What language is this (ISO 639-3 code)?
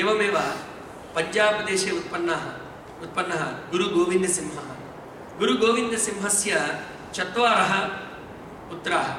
san